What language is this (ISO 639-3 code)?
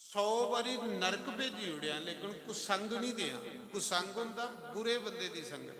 doi